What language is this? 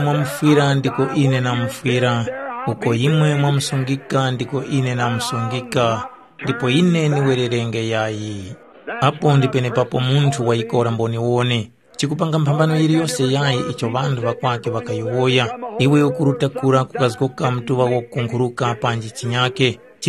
Tumbuka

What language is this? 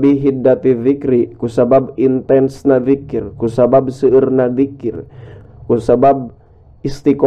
Sundanese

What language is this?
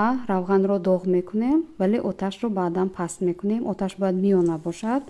Tajik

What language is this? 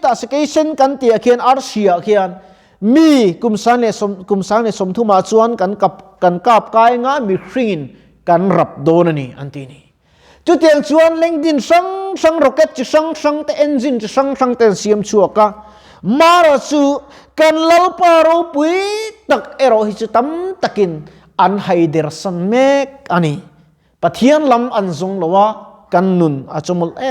Mizo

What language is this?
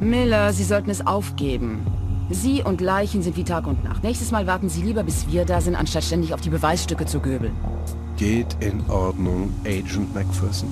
Bavarian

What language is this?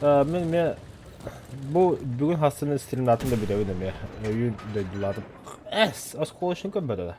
Yakut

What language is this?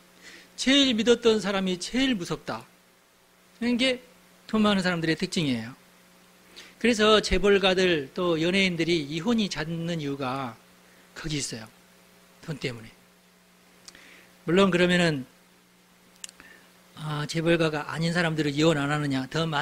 Korean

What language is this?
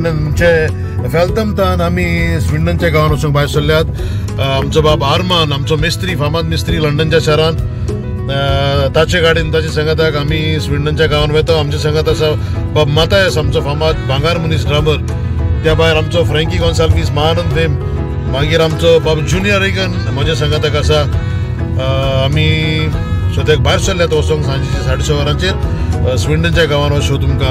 Konkani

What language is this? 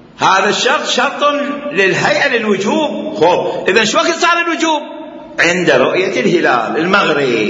Mesopotamian Arabic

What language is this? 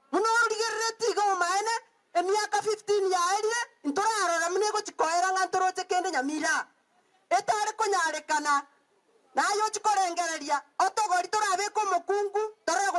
Gusii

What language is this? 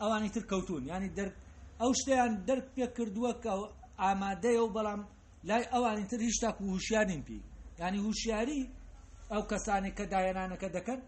Central Kurdish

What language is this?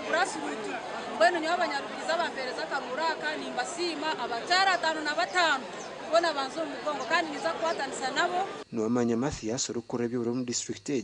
Nyankole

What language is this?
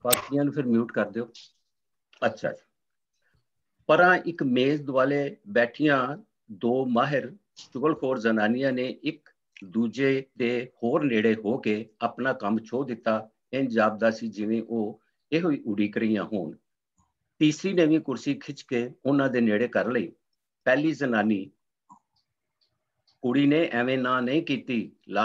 Punjabi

